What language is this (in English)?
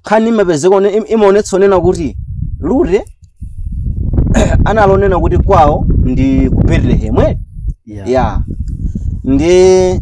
Nyanja